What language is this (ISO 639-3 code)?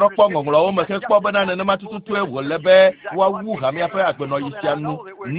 ewe